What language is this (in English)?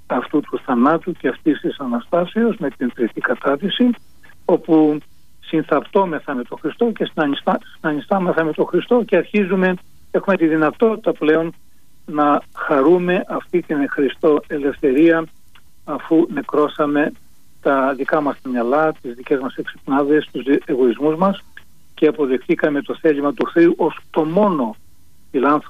Greek